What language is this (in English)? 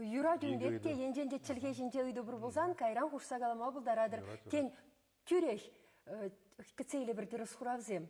Chuvash